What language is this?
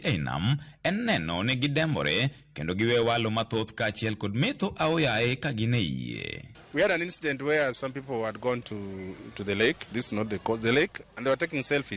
Luo (Kenya and Tanzania)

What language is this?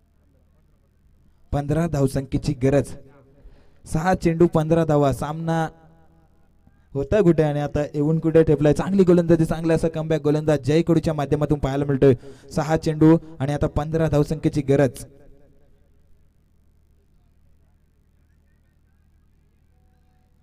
Marathi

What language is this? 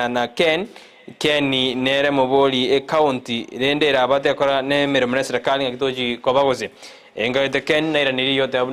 Gusii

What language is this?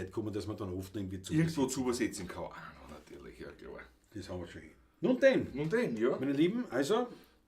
Bavarian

